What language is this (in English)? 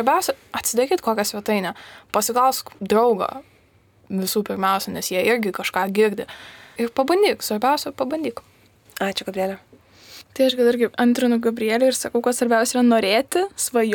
Lithuanian